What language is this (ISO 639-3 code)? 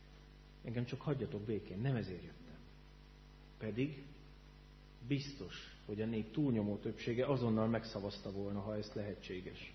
hun